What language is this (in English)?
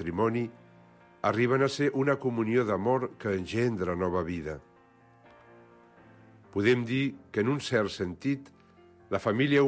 Catalan